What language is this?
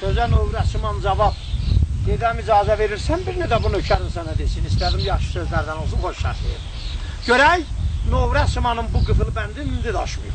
South Azerbaijani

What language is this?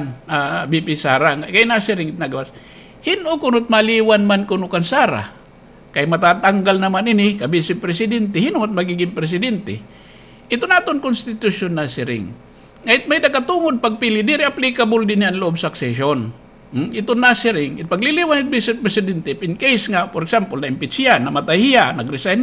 Waray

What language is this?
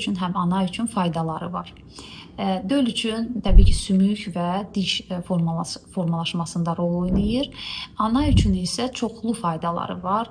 Azerbaijani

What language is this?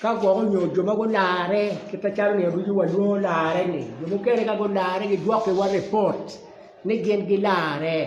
Acoli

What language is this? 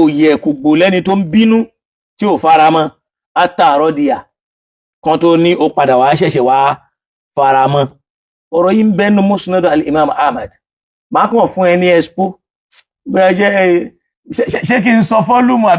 Yoruba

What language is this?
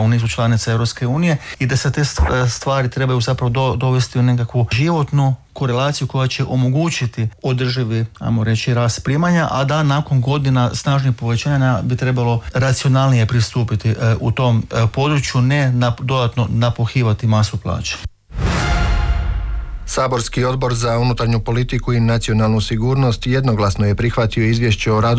Croatian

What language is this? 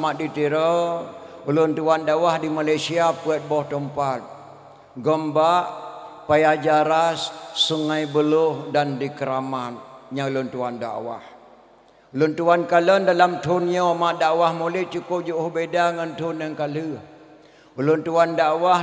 Achinese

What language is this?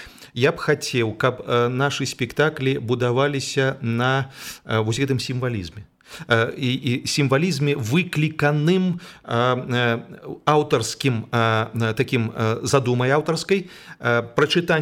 Belarusian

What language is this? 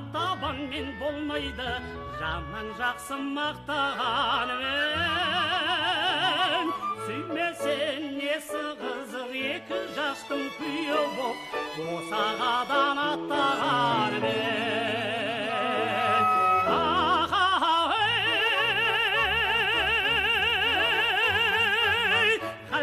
Kazakh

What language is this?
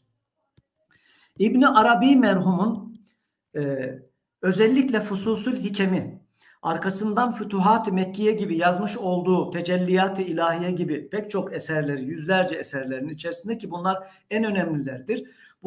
Turkish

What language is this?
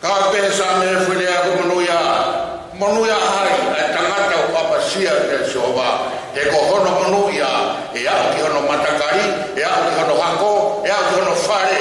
Tongan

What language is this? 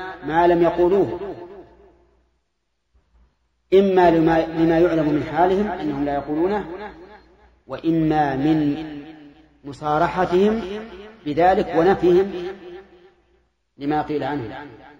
Arabic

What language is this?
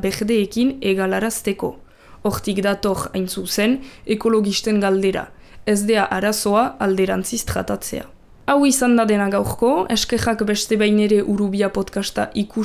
Basque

